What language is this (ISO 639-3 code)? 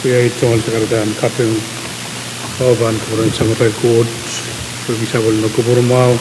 pon